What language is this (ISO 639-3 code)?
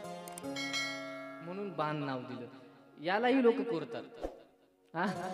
mar